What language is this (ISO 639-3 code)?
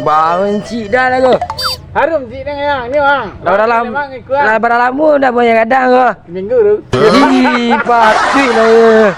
min